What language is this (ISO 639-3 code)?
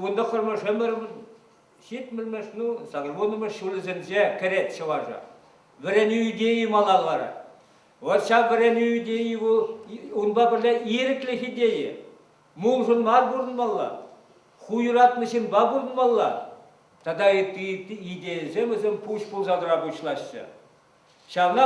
chv